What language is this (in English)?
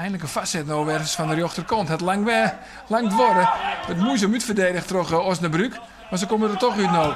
Western Frisian